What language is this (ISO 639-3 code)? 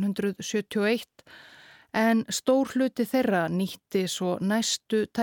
isl